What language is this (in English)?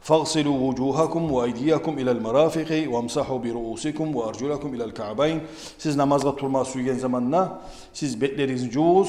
Kumyk